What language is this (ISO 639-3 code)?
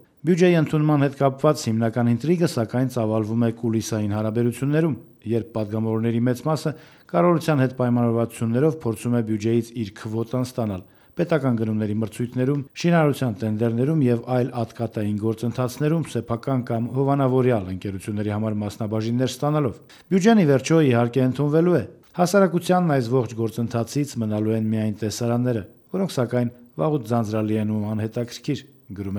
hye